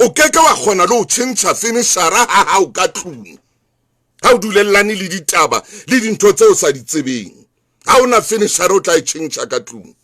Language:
Southern Sotho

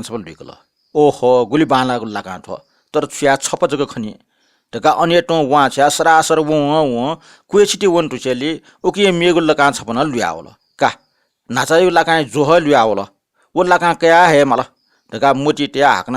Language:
Newari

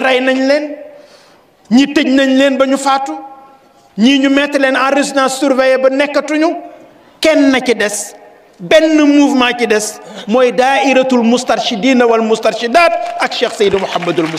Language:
Wolof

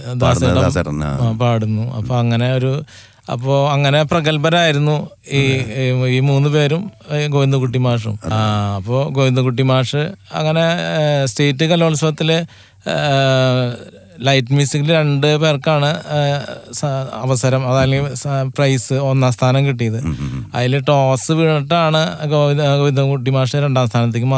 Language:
Malayalam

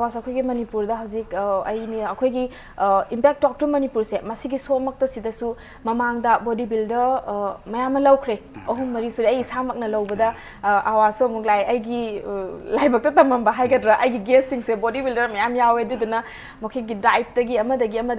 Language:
Manipuri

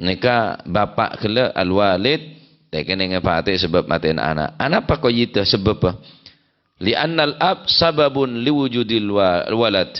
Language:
Madurese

